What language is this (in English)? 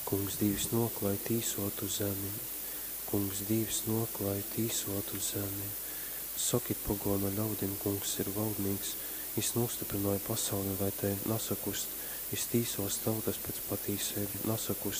Latgalian